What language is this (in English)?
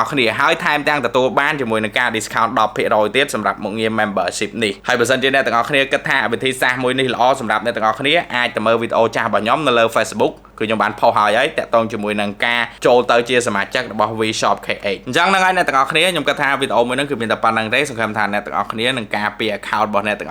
Khmer